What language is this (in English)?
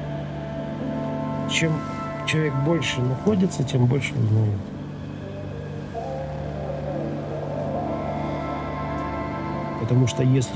Russian